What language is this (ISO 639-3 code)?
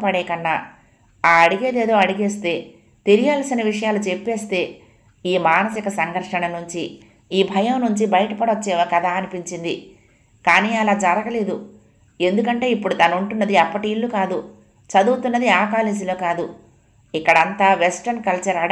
tel